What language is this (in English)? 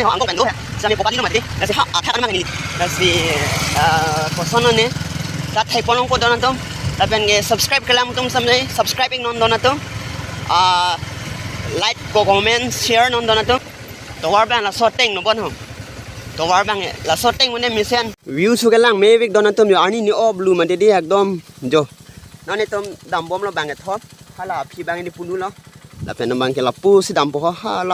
Karbi